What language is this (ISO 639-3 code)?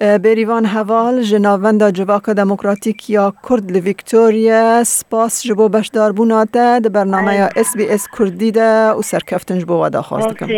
kur